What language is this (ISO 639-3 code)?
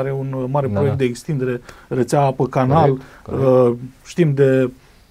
ron